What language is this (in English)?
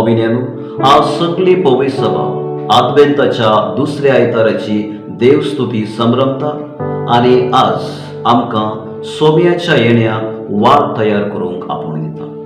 Konkani